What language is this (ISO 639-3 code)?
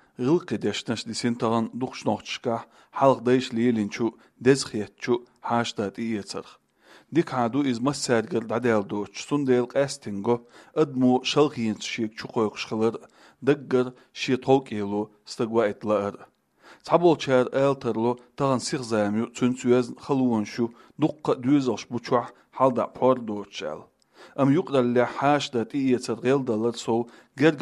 che